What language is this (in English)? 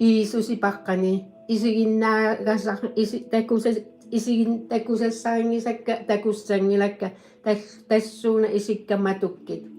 Kalaallisut